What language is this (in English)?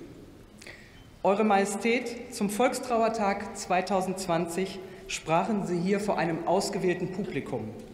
German